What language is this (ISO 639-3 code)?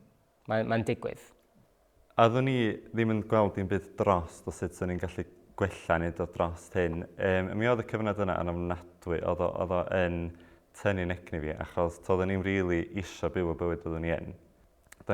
cym